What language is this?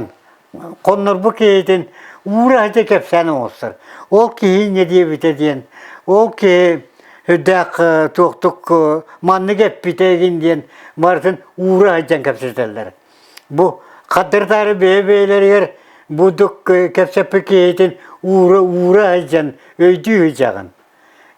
Yakut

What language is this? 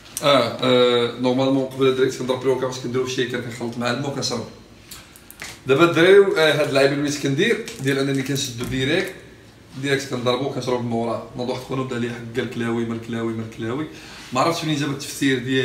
Moroccan Arabic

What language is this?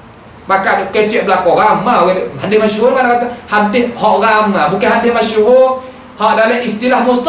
Malay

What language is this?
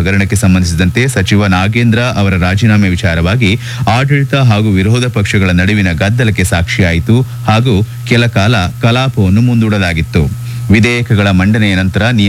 Kannada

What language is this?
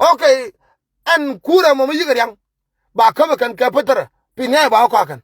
Nuer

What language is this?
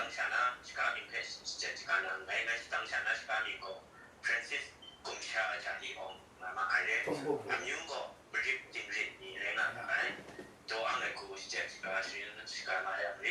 Kachin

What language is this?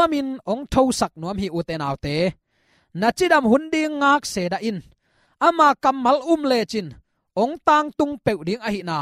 Tedim Chin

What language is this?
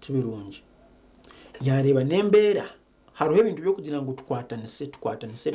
Nyankole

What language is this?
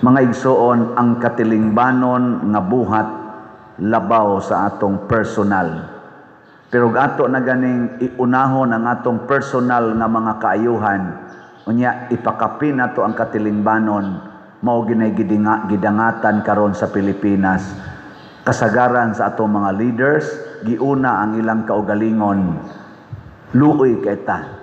Cebuano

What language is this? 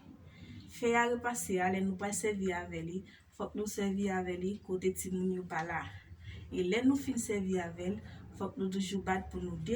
Haitian Creole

